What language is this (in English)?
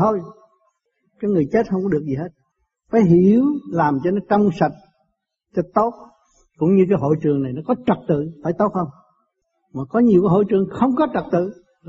Vietnamese